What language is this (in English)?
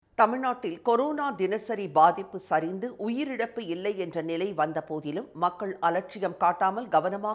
Tamil